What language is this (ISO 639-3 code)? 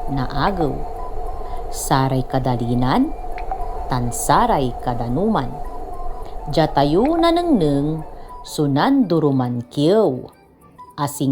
pag